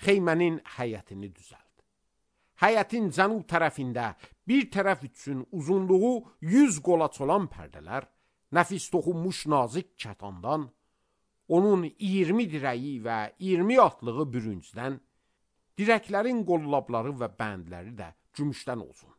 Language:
Azerbaijani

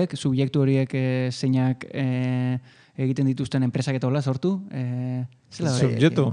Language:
Basque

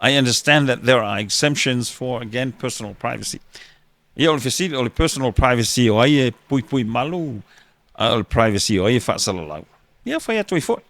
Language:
Samoan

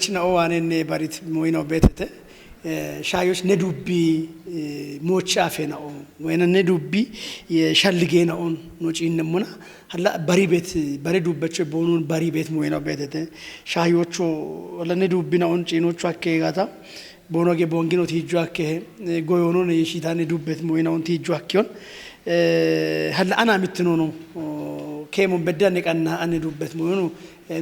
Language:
Kafa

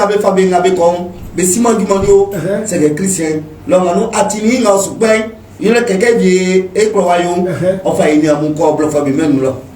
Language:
Baoulé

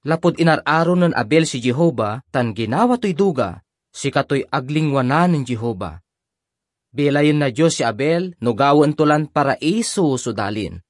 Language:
Pangasinan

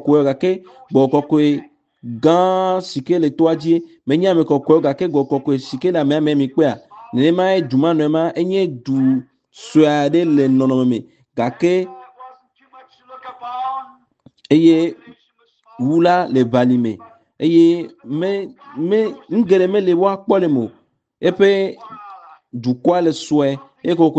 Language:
Ewe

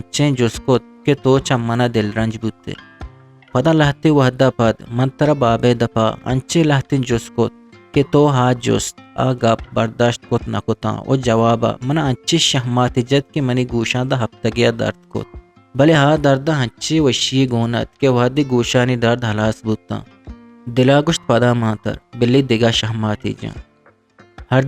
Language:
Eastern Balochi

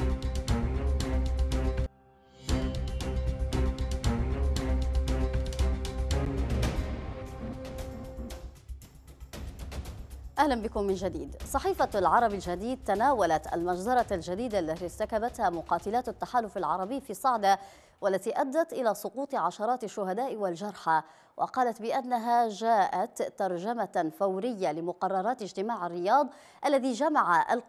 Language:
Arabic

